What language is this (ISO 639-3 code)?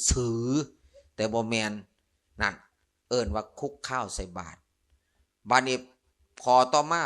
lao